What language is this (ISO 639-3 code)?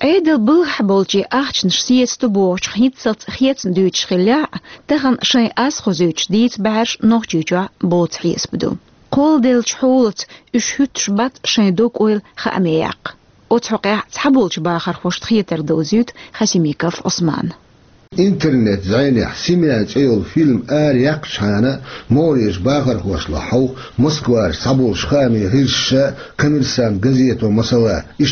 che